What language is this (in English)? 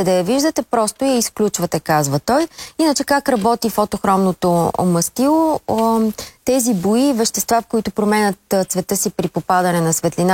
Bulgarian